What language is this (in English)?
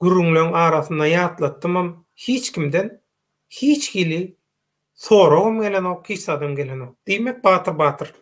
Turkmen